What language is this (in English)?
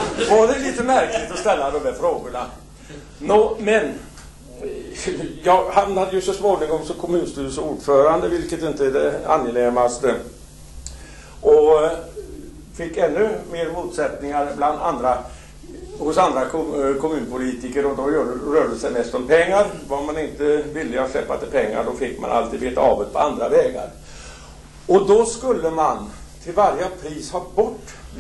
Swedish